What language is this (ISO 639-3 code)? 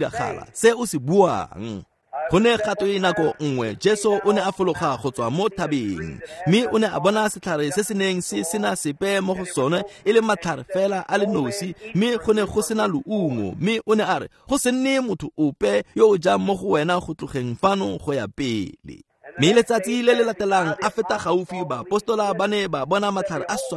tsn